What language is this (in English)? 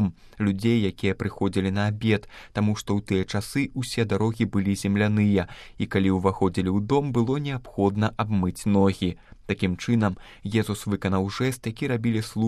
Belarusian